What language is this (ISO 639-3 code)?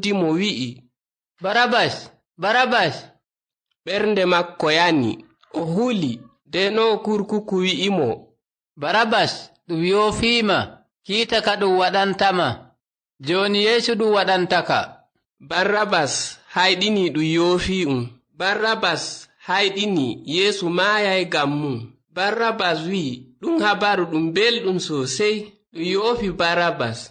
ful